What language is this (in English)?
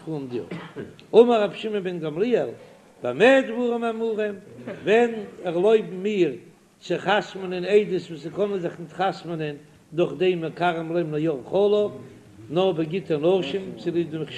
Yiddish